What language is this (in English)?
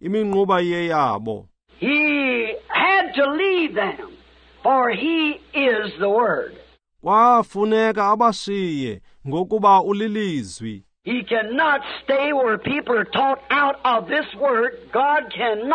Xhosa